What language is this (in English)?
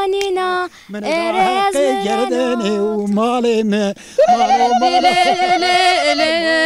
Zaza